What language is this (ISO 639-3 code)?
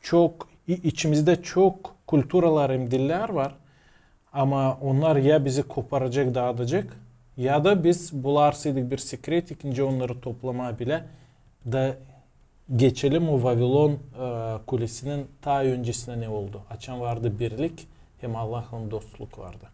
gag